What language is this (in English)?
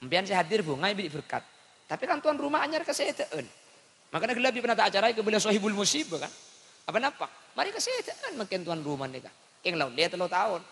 Madurese